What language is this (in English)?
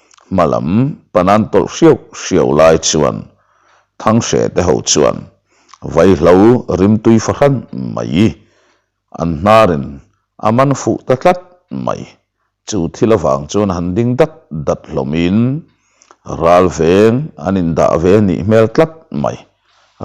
Mizo